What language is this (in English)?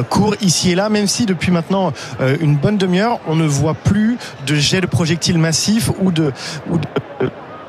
French